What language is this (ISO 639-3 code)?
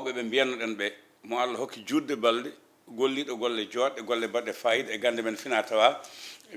ful